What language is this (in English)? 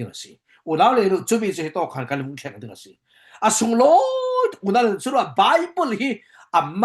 Falam Chin